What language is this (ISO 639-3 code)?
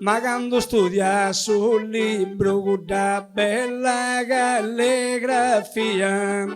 srd